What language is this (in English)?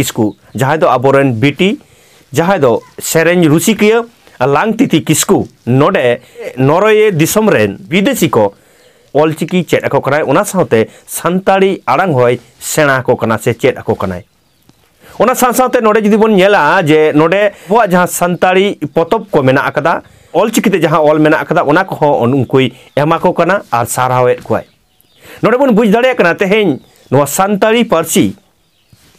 Santali